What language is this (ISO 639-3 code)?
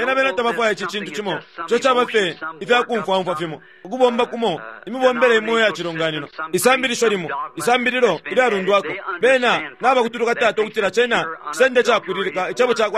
bem